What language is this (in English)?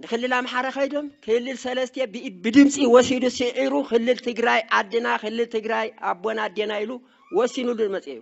Tigrinya